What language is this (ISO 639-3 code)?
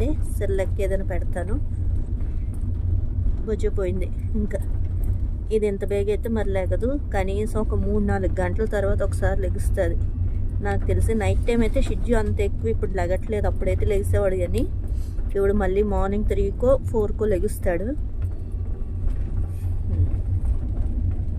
tel